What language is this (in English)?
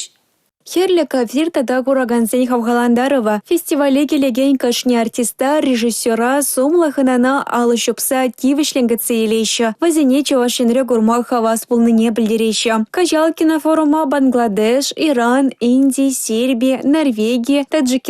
Chuvash